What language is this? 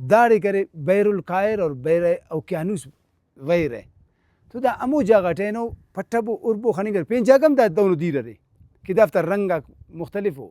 Brahui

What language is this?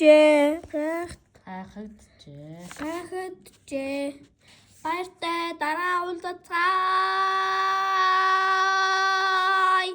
Mongolian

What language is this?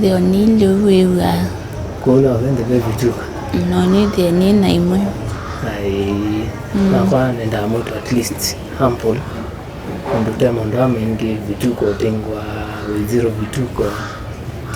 Kamba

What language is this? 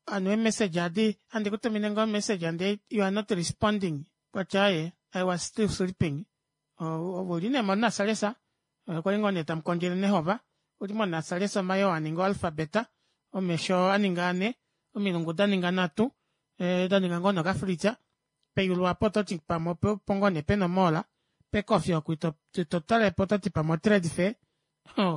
Kuanyama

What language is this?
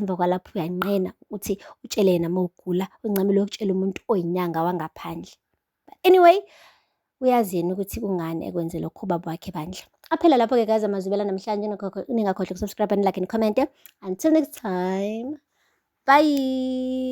Zulu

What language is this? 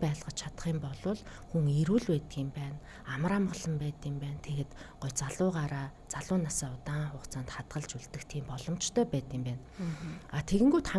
Mongolian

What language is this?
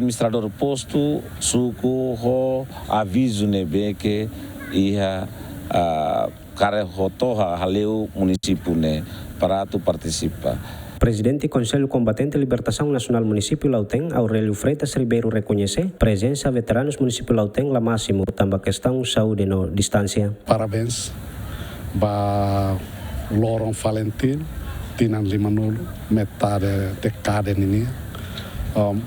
Tetum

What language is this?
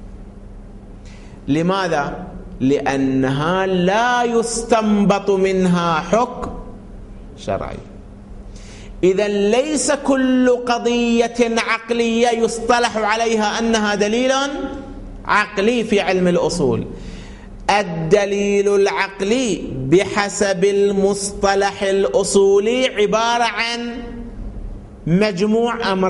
Arabic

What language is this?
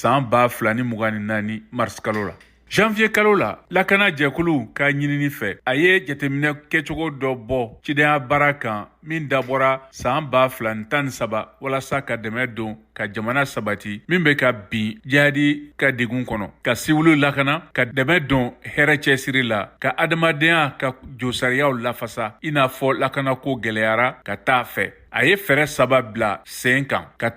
Bambara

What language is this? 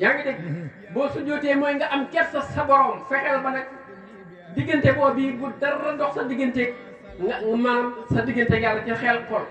Wolof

